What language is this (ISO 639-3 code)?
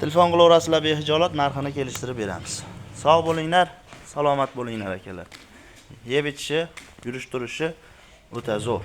uzb